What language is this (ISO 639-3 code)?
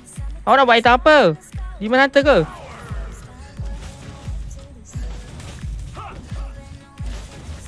msa